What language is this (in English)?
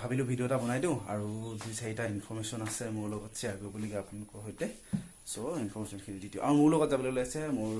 Assamese